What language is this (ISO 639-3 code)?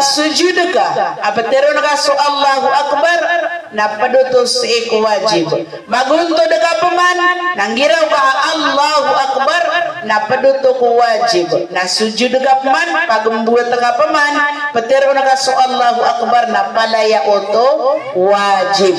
mrw